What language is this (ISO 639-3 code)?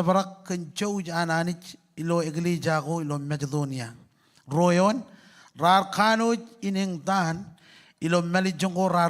mah